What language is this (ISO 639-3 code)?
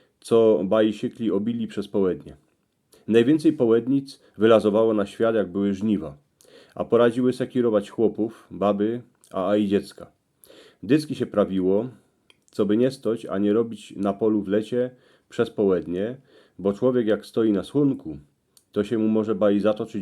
szl